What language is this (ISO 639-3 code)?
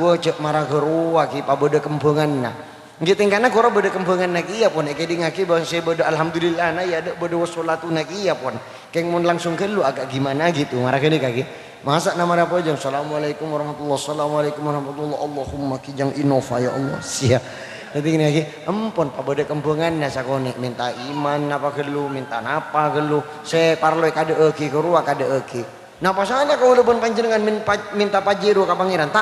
mad